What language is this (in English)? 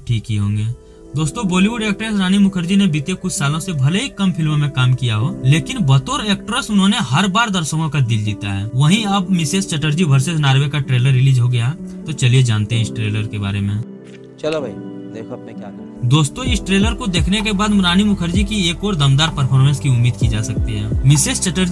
Hindi